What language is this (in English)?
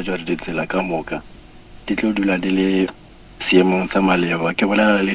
Northern Sotho